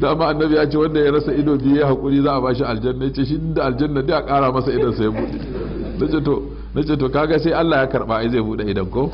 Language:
Hausa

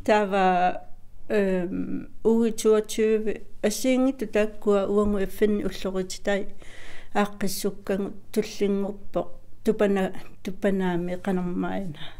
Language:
Kalaallisut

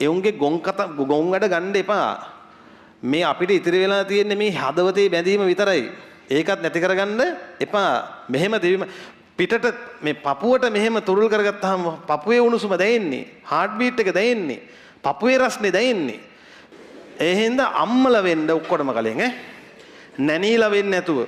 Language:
Sinhala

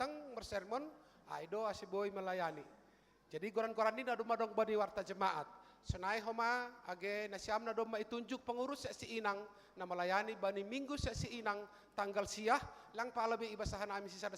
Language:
Batak Simalungun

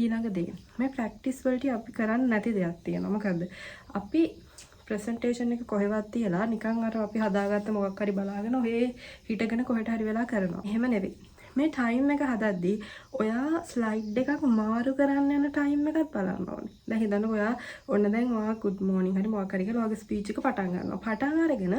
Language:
Sinhala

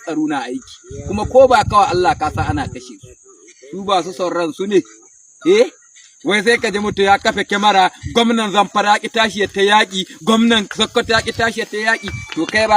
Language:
Hausa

